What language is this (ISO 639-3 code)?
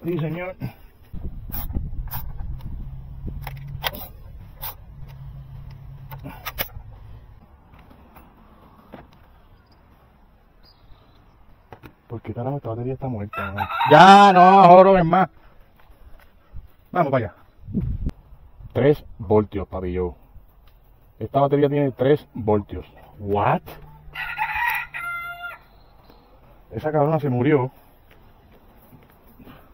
spa